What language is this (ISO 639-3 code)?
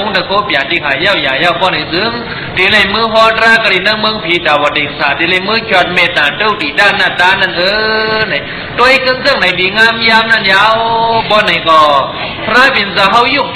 shn